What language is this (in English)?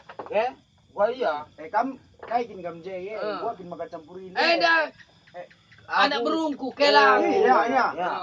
Batak Karo